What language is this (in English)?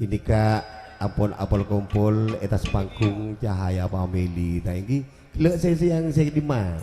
Madurese